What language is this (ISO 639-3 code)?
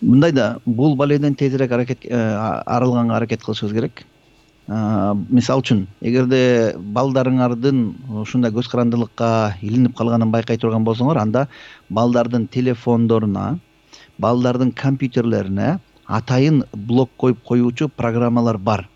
kir